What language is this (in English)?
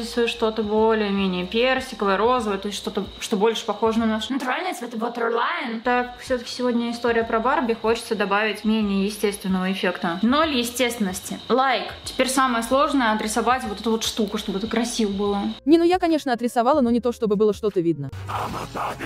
Russian